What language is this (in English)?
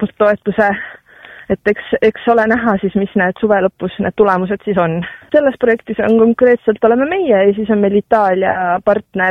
Estonian